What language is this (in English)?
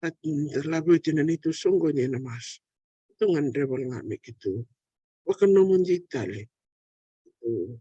Fijian